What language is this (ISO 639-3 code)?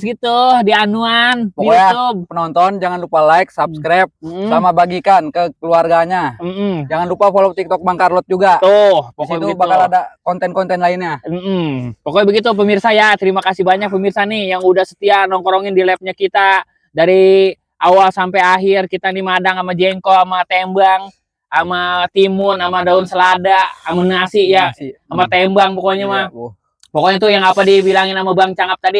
bew